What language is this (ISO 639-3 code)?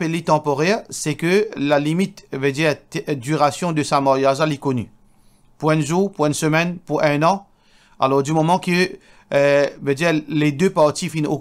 mfe